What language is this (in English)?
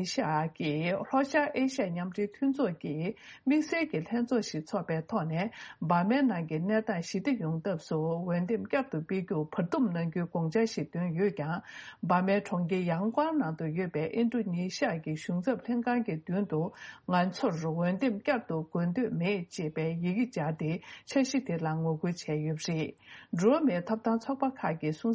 Tibetan